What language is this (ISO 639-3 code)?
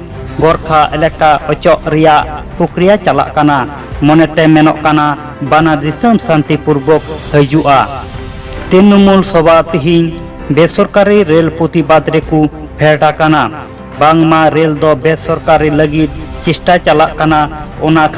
sat